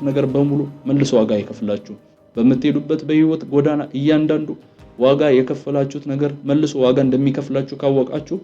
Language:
Amharic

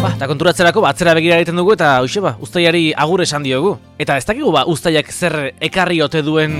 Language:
Basque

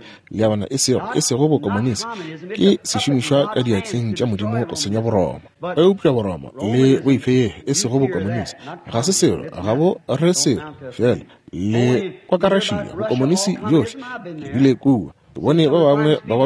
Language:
Northern Sotho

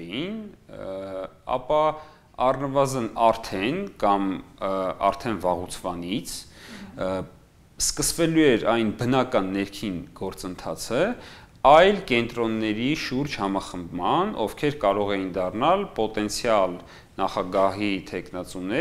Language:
Armenian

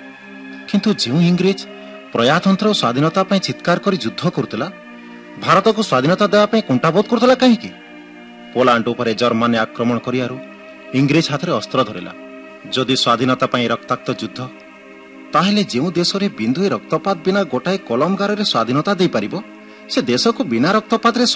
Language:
Odia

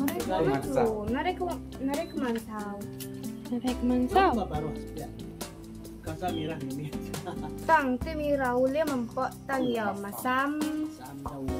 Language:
Iban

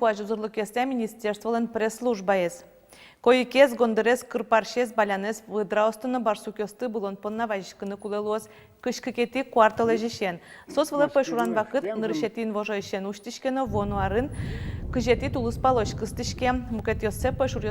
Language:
Udmurt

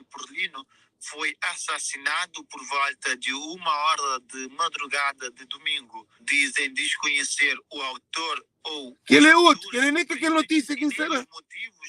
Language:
Kabuverdianu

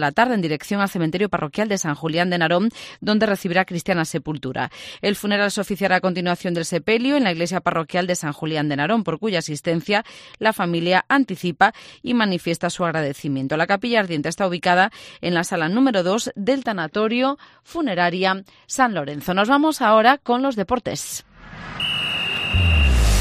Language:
Spanish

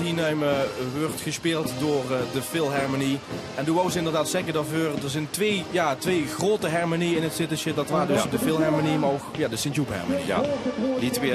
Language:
Limburgish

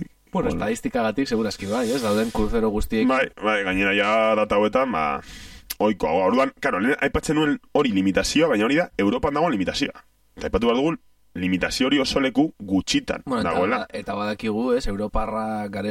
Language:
Basque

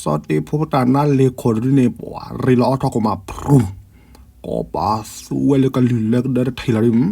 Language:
S'gaw Karen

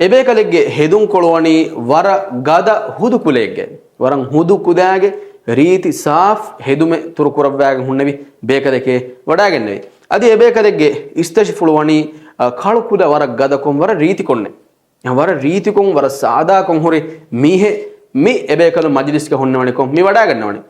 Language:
Divehi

